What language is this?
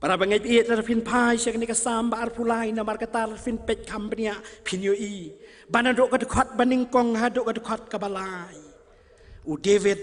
Khasi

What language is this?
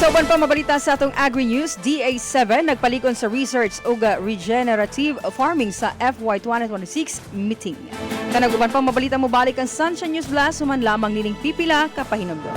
Cebuano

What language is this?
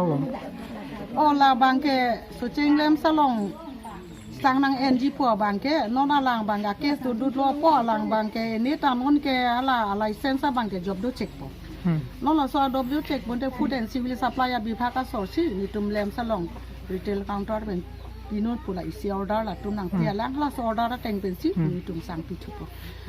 Karbi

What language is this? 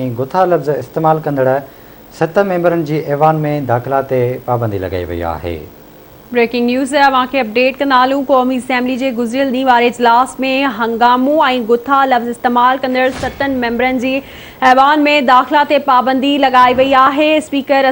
Sindhi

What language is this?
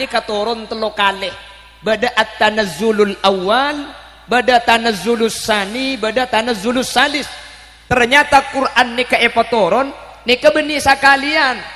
Madurese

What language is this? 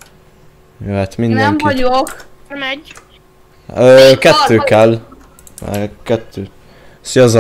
Hungarian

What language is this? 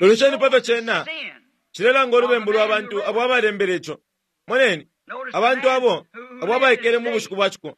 Bemba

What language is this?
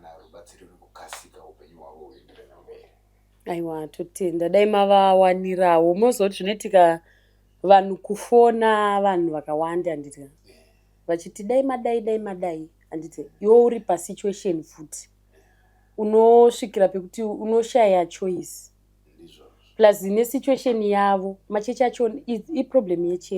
Shona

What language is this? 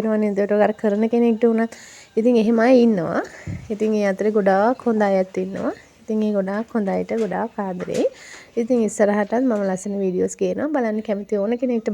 Sinhala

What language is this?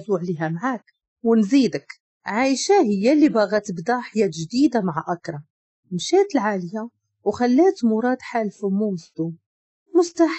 Moroccan Arabic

